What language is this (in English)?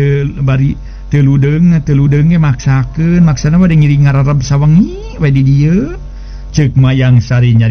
Sundanese